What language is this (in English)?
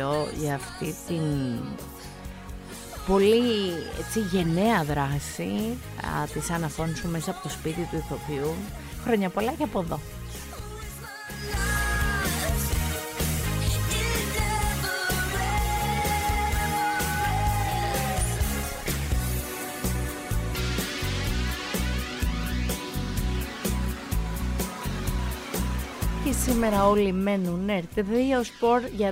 Greek